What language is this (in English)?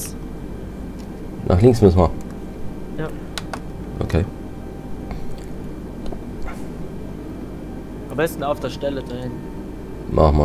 German